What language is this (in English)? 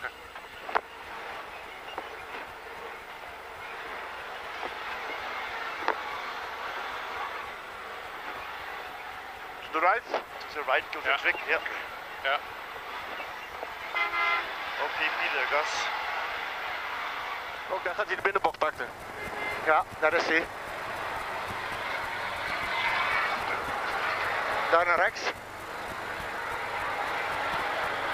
Dutch